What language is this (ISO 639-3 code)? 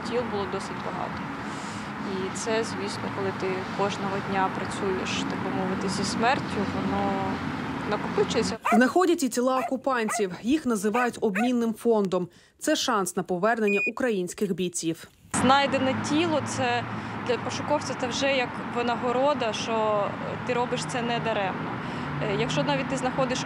ukr